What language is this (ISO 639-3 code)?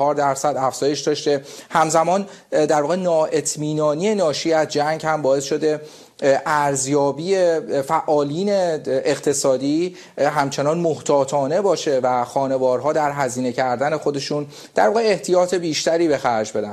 fas